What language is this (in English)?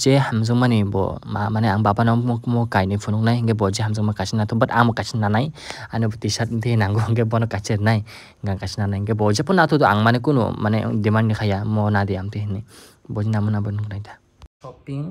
Kok Borok